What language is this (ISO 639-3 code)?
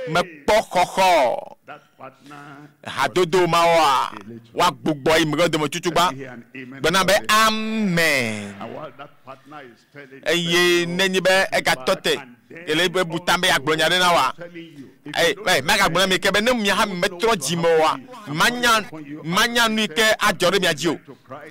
ewe